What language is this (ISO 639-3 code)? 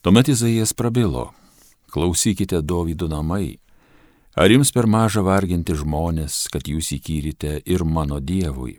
lit